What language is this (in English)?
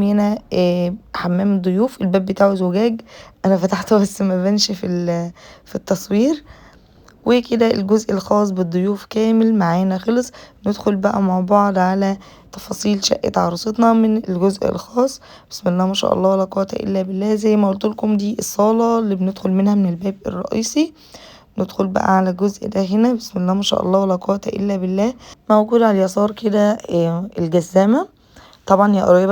Egyptian Arabic